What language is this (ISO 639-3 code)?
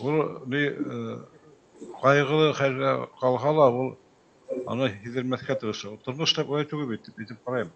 bak